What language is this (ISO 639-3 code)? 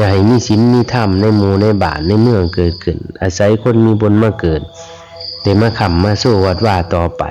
lao